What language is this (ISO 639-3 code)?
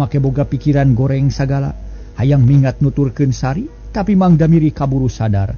sun